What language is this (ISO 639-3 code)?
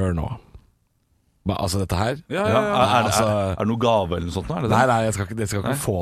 nor